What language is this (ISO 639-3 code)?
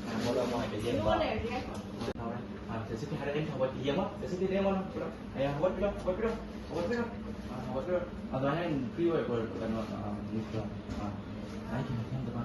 mni